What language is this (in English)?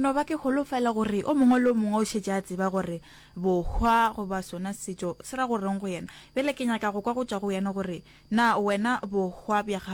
Northern Sotho